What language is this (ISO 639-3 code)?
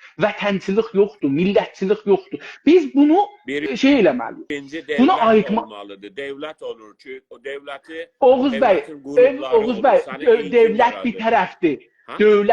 azb